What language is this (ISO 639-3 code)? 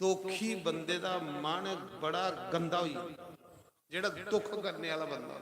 doi